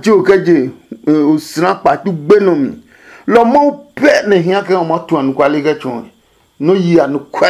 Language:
Adangme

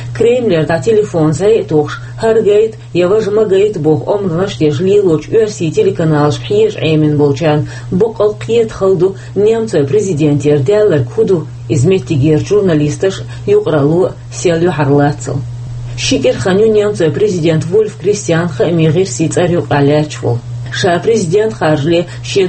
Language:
Chechen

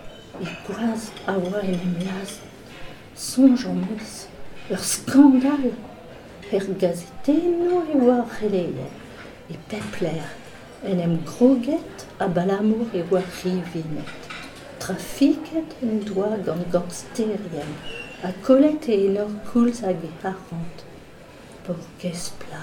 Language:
Breton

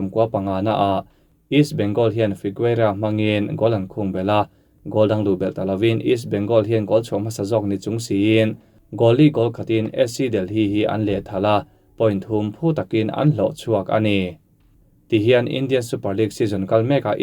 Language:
Mizo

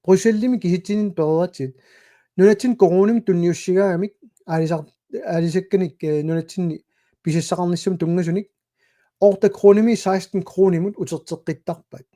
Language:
Kalaallisut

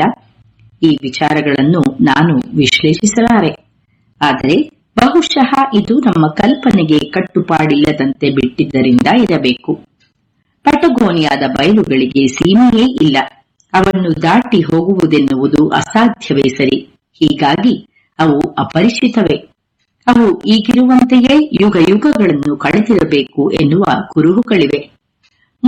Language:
Kannada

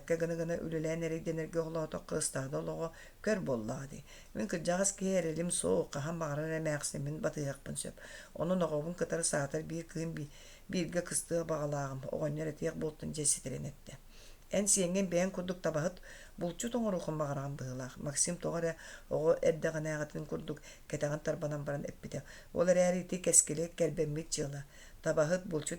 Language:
Yakut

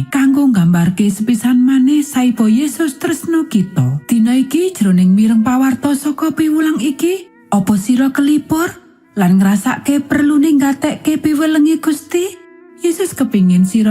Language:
Javanese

